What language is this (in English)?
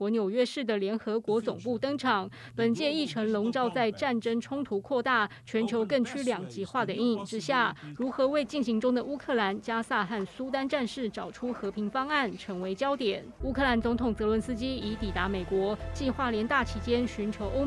Chinese